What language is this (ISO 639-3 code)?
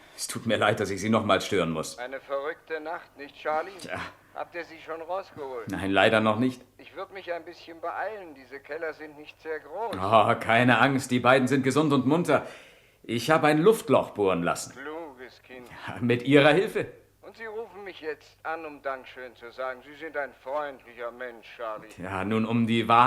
gsw